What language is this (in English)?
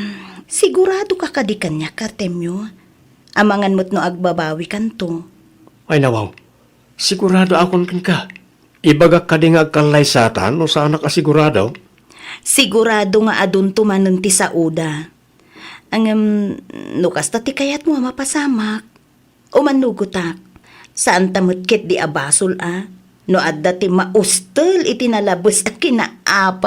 Iloko